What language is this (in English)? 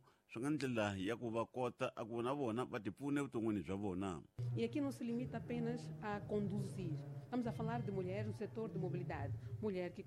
Tsonga